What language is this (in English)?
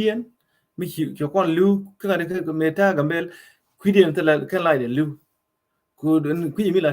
Nuer